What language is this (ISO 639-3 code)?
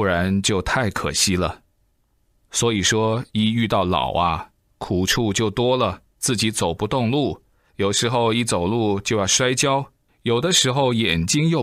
zho